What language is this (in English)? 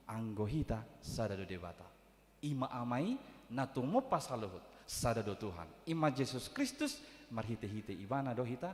Batak Toba